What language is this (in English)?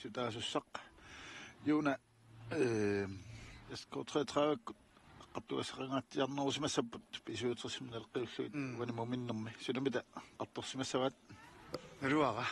Kalaallisut